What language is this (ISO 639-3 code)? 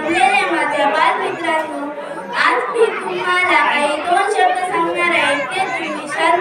mar